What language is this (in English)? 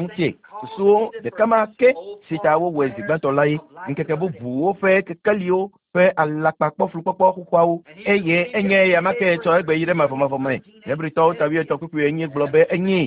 Ewe